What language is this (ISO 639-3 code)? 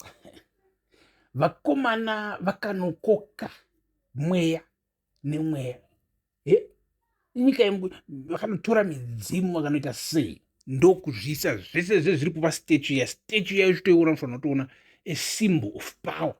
sna